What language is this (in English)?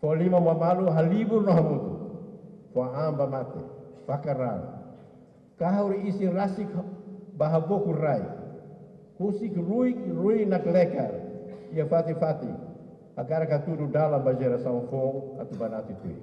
Tetum